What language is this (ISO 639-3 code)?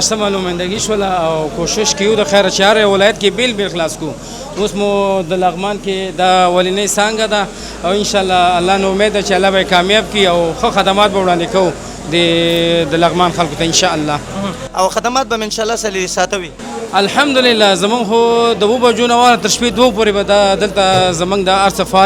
pus